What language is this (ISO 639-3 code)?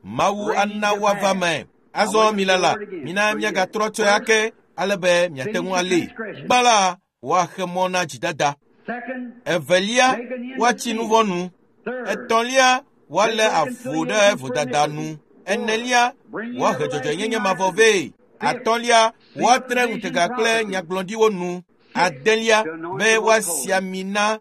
ewe